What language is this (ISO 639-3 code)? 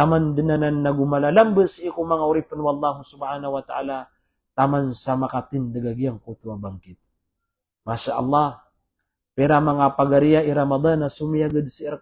mrw